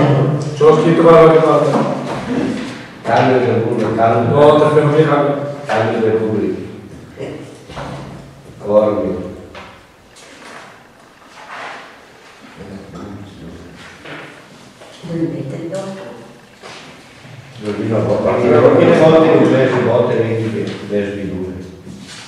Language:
Italian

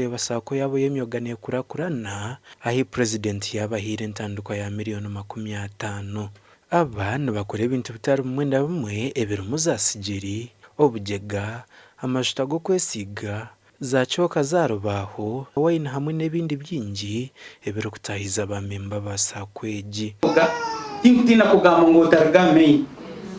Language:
Nyankole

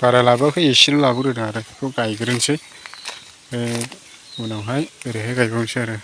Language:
Bodo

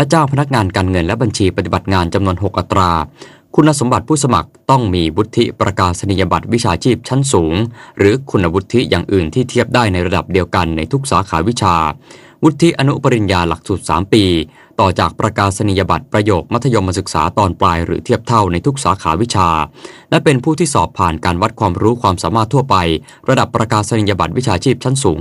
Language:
Thai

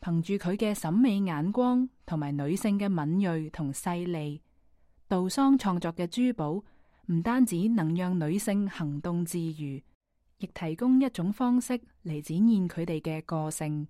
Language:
Cantonese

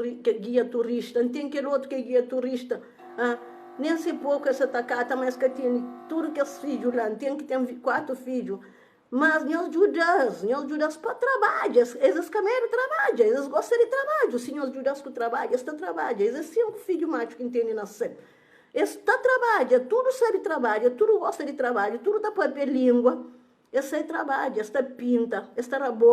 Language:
Kabuverdianu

